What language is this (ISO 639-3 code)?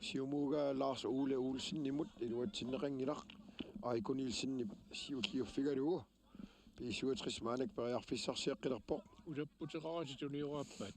kal